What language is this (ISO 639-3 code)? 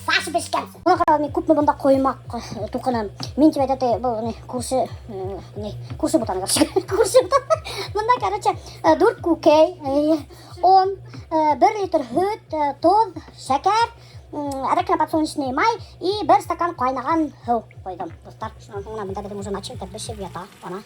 bak